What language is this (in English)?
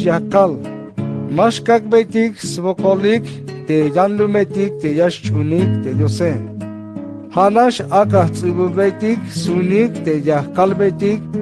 Tzeltal